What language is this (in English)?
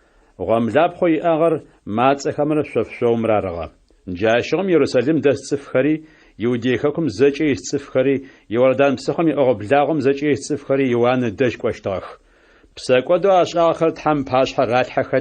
Adyghe